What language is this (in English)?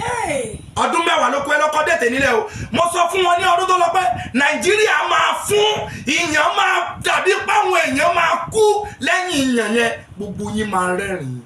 Yoruba